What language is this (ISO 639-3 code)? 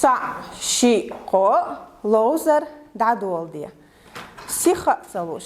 che